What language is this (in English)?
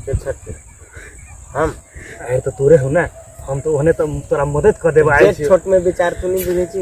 Maithili